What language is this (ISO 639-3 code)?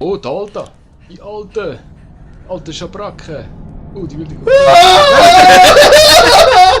gsw